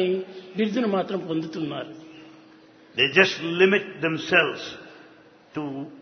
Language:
Telugu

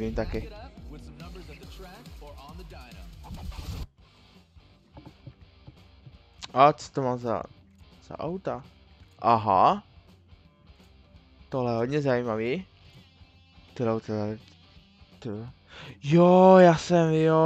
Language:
Czech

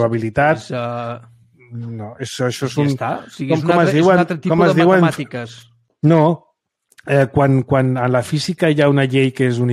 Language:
Catalan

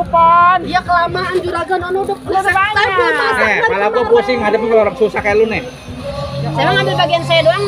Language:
Betawi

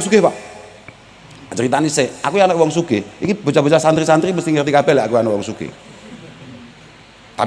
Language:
Javanese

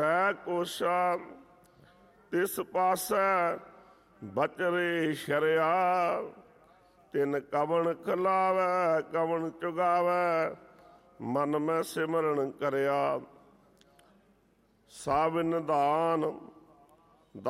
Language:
Punjabi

